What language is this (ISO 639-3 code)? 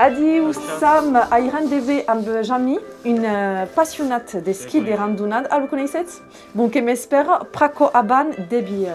oci